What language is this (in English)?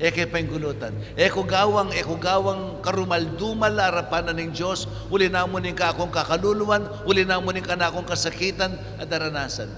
Pampanga